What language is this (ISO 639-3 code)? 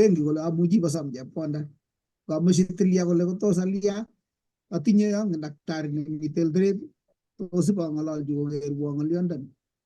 kln